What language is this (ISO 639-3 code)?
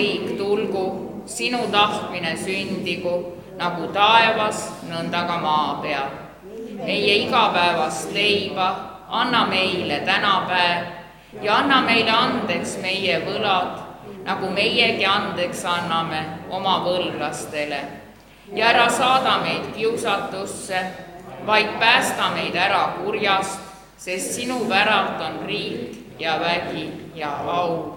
est